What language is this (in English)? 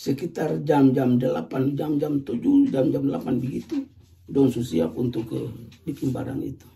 Ambonese Malay